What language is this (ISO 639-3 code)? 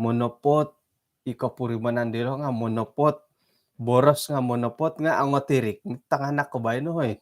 dtp